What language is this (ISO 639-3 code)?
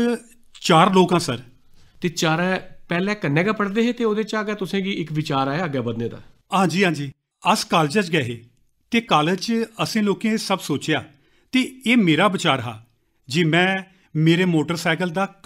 doi